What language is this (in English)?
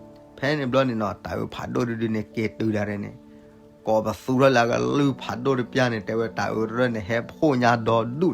S'gaw Karen